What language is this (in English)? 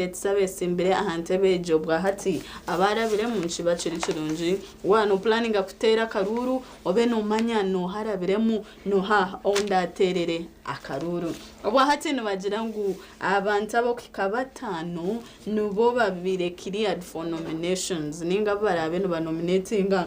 Nyankole